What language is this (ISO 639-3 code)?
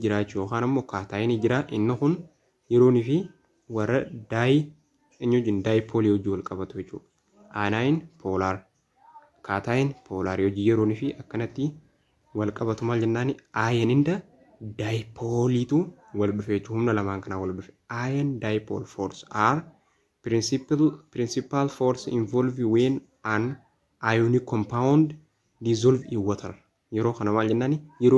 orm